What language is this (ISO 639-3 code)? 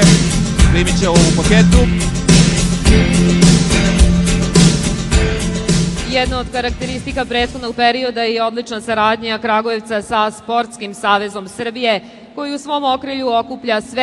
srp